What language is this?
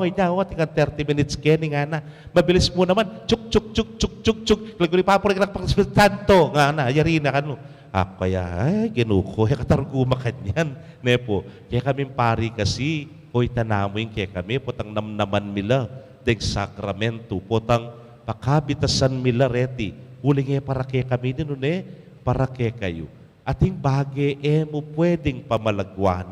Pampanga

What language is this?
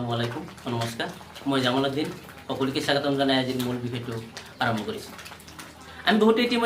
Assamese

